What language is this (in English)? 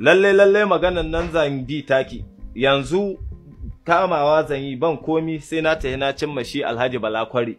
Hausa